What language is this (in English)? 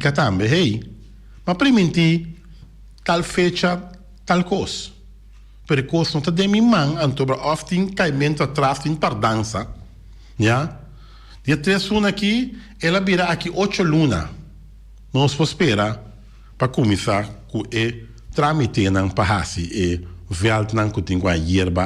Papiamento